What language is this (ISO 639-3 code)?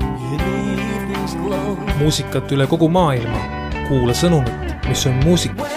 est